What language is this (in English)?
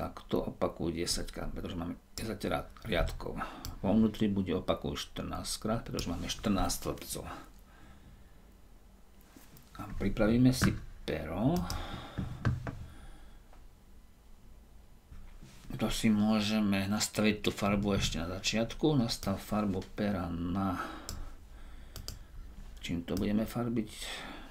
Slovak